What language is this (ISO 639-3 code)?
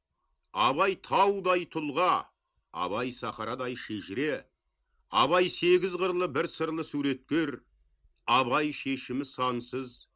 kaz